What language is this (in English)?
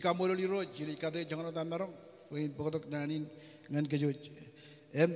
Marshallese